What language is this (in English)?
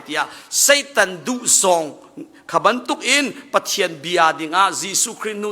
Hakha Chin